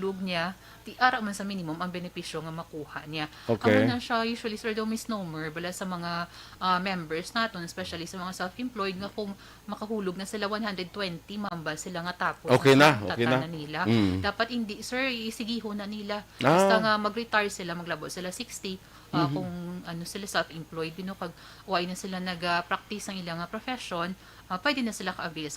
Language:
Hiligaynon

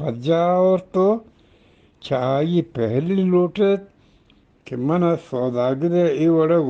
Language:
Eastern Balochi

